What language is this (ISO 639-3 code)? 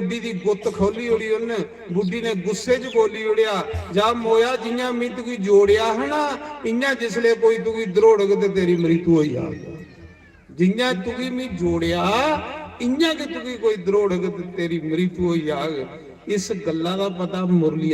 doi